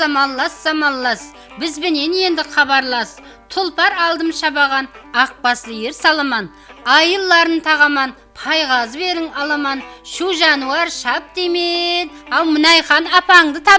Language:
Kara-Kalpak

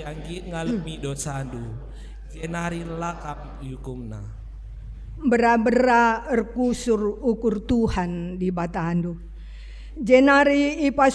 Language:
Batak Karo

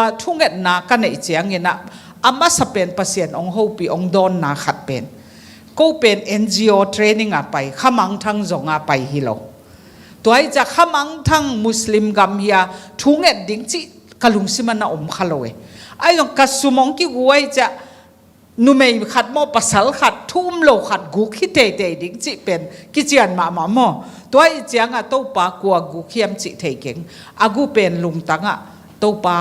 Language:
Tedim Chin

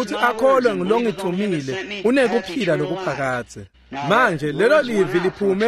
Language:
Swati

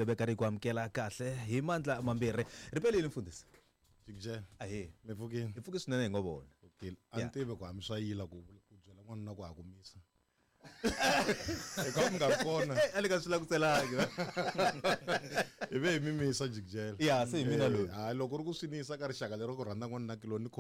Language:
Tsonga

